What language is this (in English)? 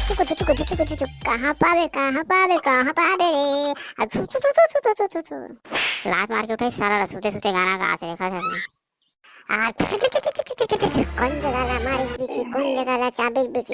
Chhattisgarhi